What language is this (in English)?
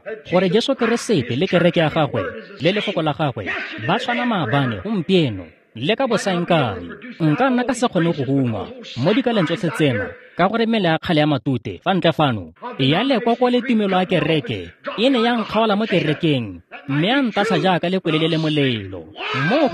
Tswana